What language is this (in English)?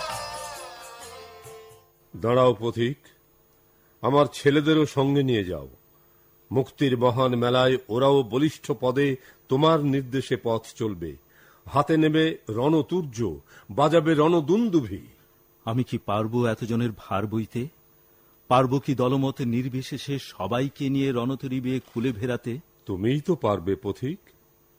Bangla